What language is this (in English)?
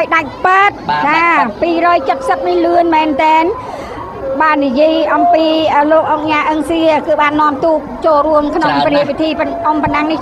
Khmer